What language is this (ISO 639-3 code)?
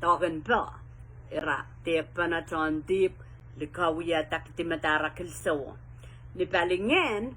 pon